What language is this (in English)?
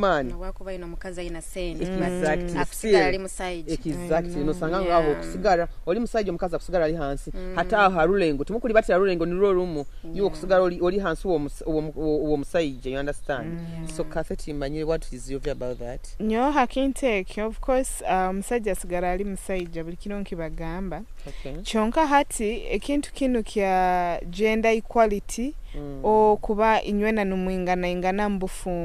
Nyoro